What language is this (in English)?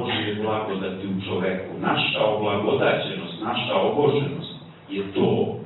Serbian